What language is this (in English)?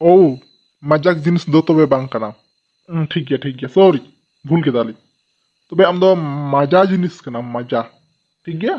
Santali